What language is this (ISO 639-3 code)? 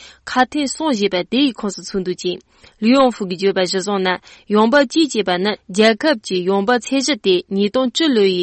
bod